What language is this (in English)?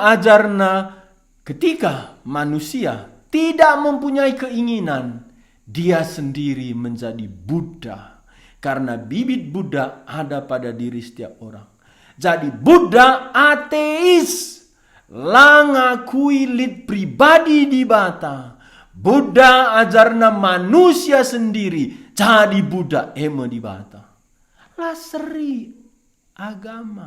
Batak Karo